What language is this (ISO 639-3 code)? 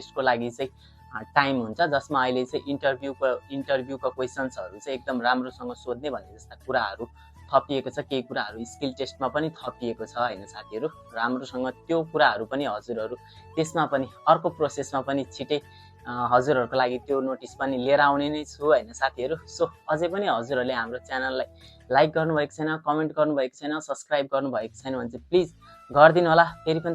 nep